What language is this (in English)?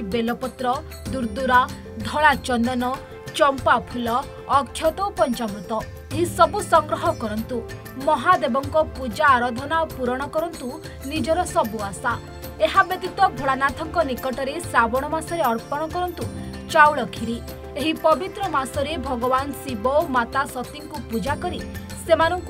Odia